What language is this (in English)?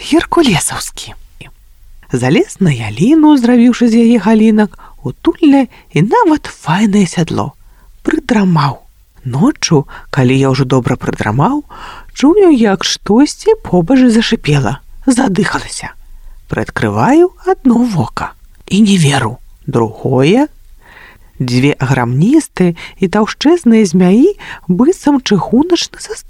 Belarusian